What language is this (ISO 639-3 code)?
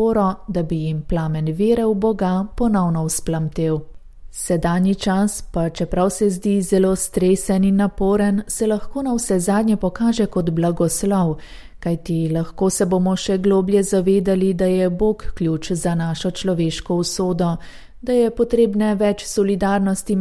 slv